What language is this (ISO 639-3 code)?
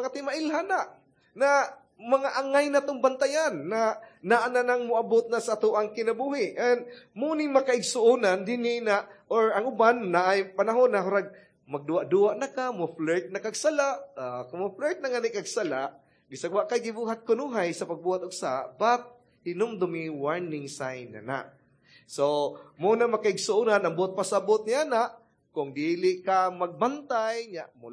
ceb